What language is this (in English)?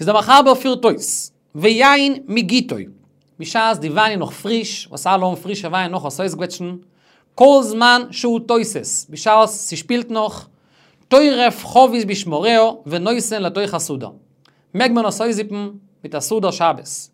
Yiddish